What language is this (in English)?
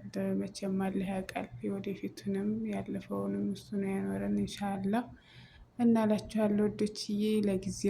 Amharic